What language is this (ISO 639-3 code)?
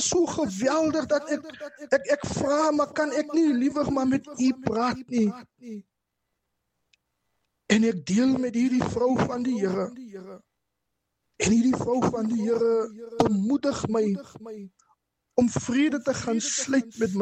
afr